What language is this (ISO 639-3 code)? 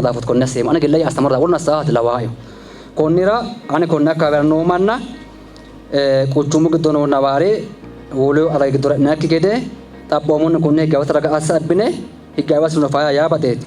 sid